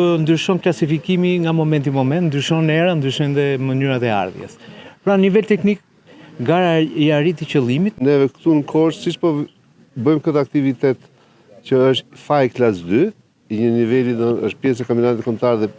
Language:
Albanian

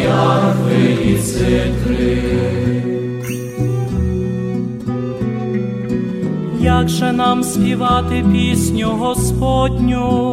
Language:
Ukrainian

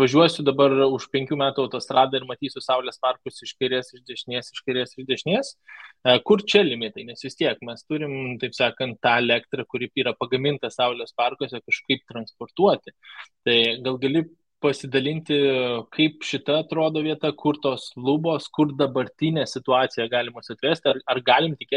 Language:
Lithuanian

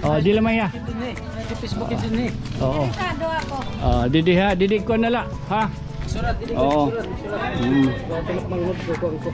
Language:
Waray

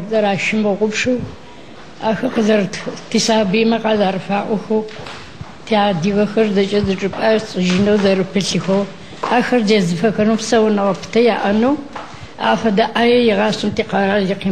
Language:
Adyghe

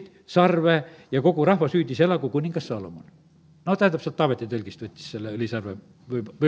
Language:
Estonian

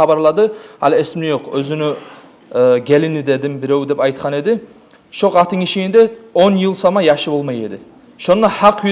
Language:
Kumyk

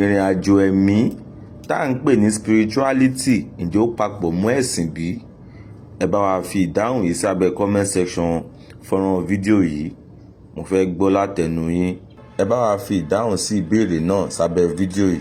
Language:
Yoruba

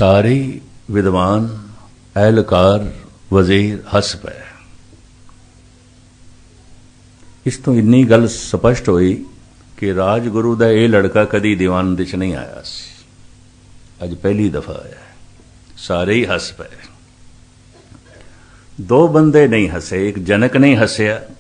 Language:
Punjabi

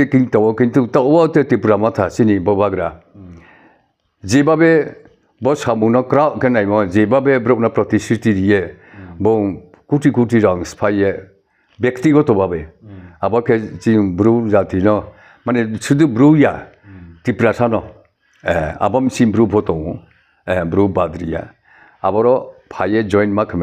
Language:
Riang (India)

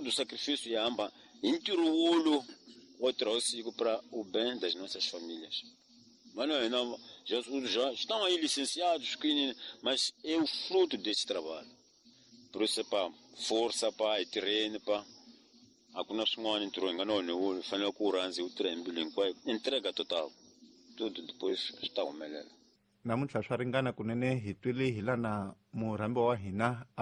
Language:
Tsonga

